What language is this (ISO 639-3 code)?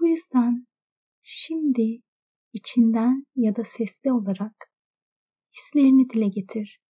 tur